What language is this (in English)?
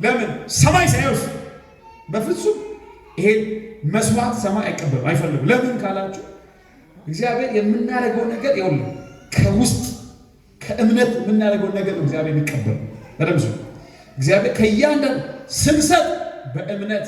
Amharic